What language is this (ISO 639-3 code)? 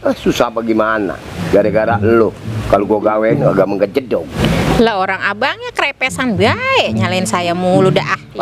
bew